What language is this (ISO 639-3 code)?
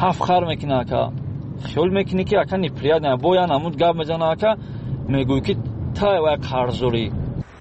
fas